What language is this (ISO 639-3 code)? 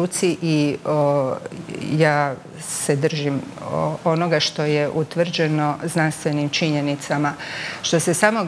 hrv